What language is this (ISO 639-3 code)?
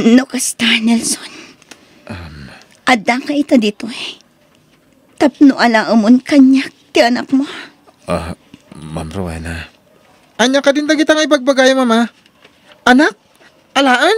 ilo